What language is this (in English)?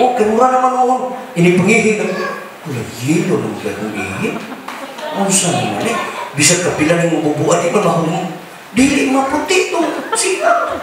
Cebuano